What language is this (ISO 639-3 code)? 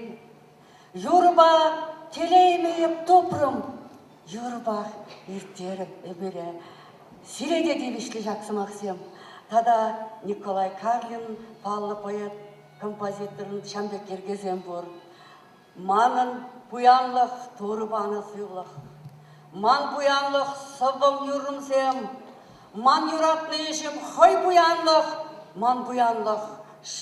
chv